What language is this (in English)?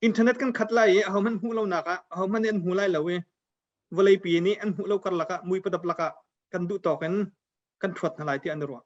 Hakha Chin